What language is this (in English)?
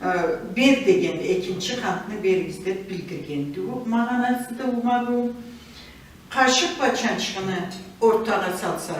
Karachay-Balkar